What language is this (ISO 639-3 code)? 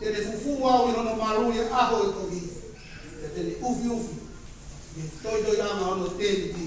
ton